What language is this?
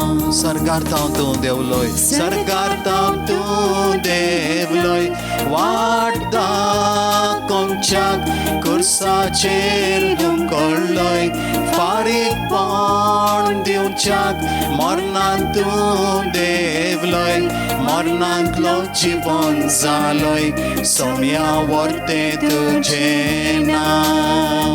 Konkani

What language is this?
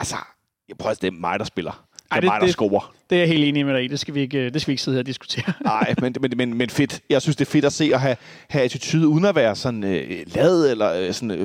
Danish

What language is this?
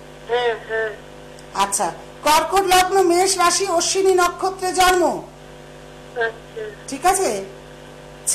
Bangla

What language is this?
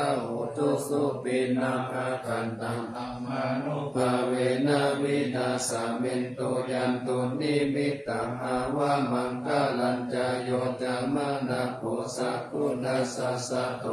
Pali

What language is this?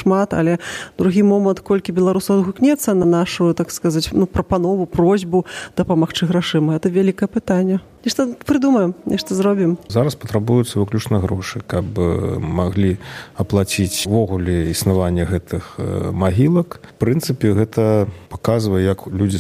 Belarusian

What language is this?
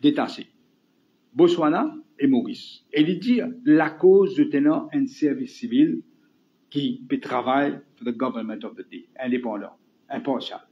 Morisyen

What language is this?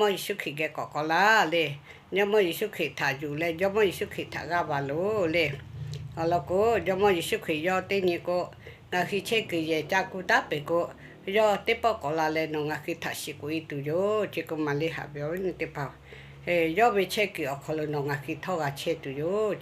Lahu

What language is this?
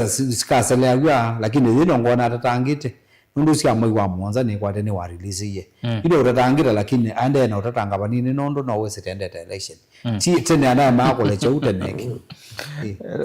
Kamba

